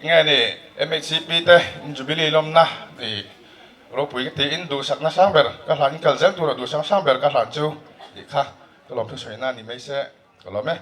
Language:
Mizo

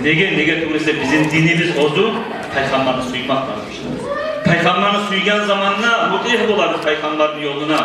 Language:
Kumyk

